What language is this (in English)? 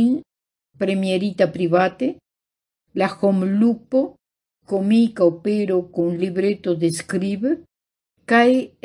Esperanto